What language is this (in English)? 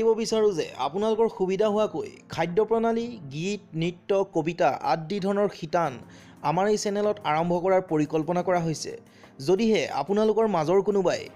Assamese